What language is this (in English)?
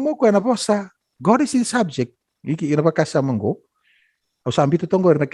Fijian